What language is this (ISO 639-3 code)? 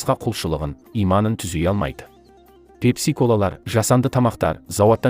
kaz